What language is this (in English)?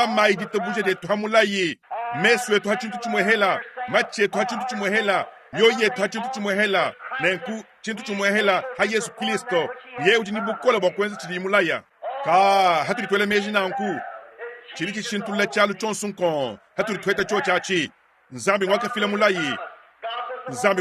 Luba-Lulua